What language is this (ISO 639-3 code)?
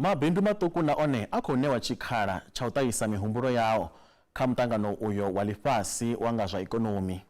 ven